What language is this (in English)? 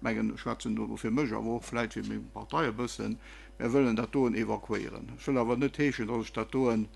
Luxembourgish